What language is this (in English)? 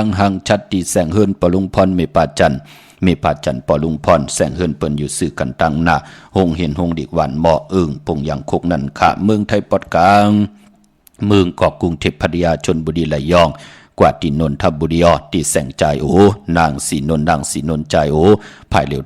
Shan